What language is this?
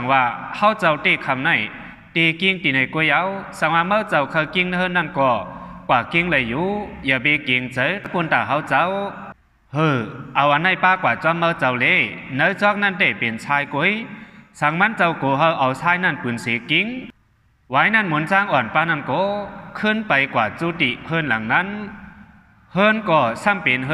Shan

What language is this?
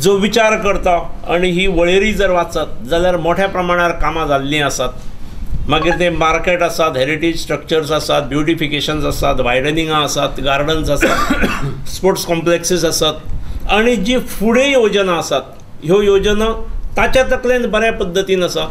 Konkani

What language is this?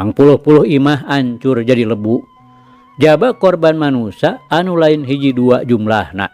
Sundanese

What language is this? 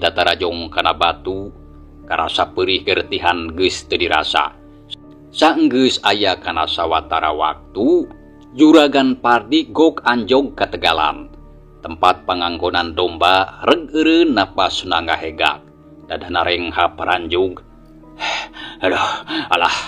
Sundanese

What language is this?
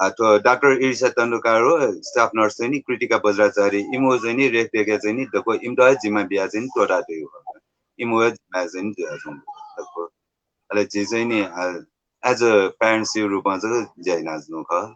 Newari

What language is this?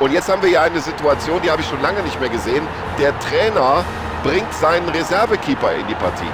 Bavarian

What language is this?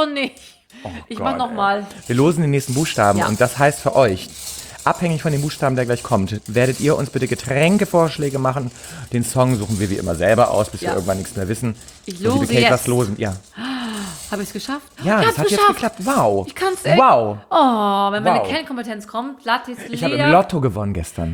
German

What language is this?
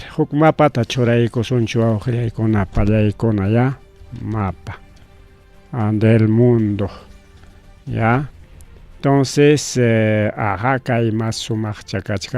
Ayacucho Quechua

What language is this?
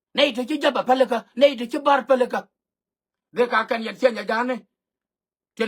Nuer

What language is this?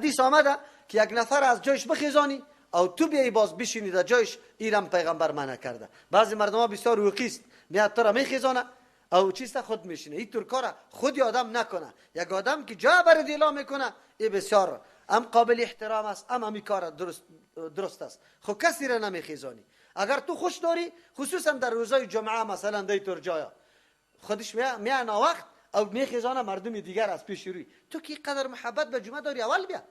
Persian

